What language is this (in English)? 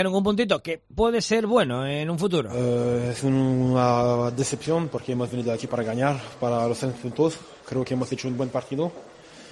Spanish